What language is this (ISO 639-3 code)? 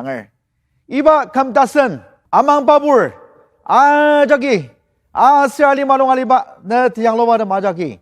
njo